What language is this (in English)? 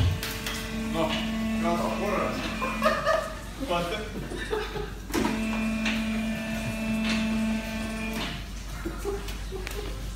Estonian